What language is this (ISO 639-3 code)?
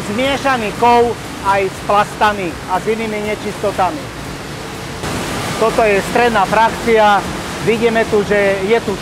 slk